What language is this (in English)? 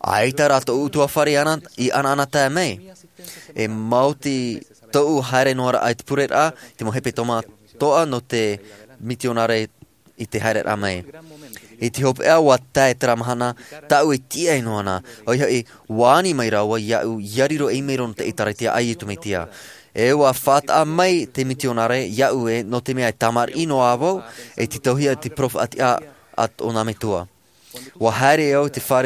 Tahitian